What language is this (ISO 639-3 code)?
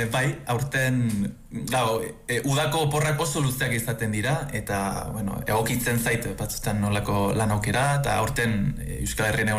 eus